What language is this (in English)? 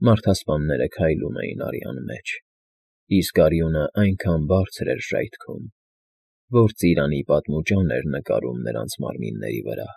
Armenian